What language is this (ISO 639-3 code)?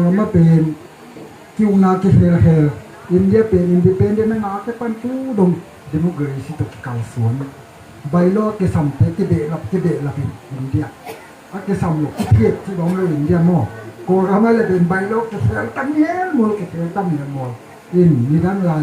ctd